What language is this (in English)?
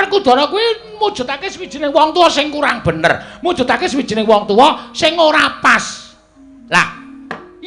Javanese